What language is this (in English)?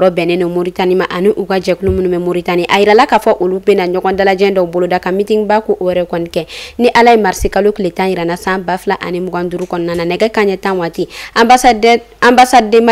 Bambara